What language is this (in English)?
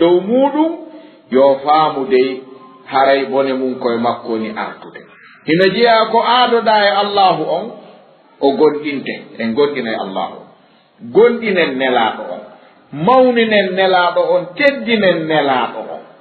Fula